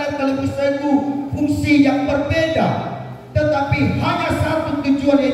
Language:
Nias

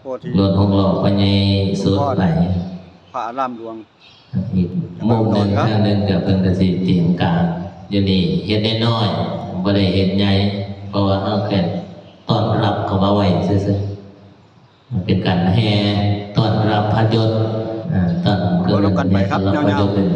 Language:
Northeastern Thai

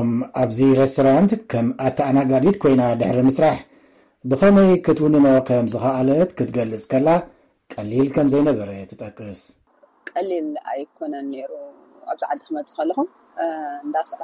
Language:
Tigrinya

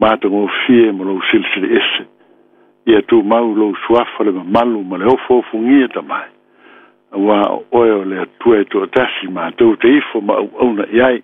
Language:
Samoan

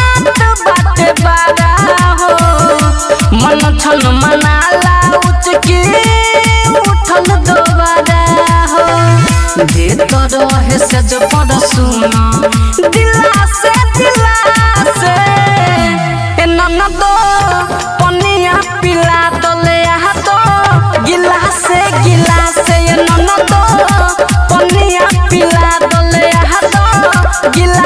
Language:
Bhojpuri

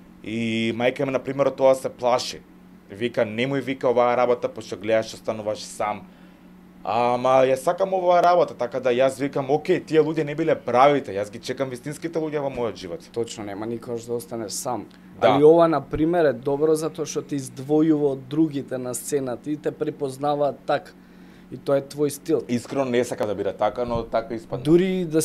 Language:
Macedonian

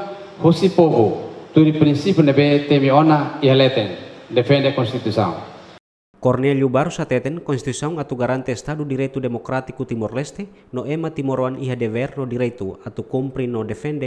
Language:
Tetum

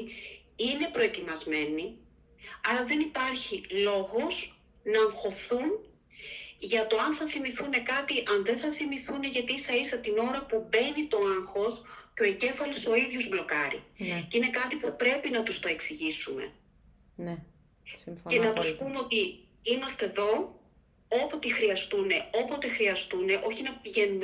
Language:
Greek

